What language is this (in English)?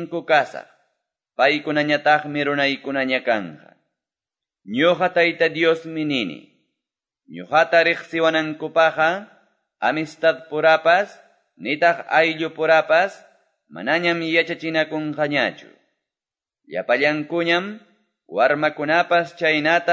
Quechua